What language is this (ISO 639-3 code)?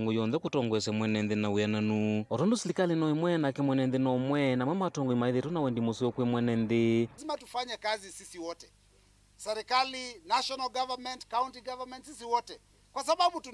kam